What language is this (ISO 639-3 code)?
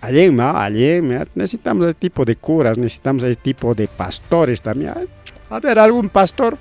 quy